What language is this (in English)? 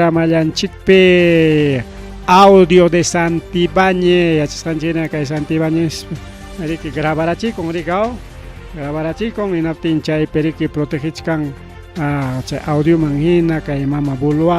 Ayacucho Quechua